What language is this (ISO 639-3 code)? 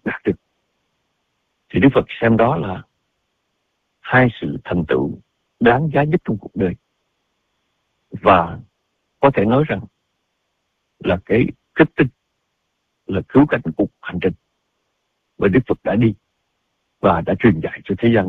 vie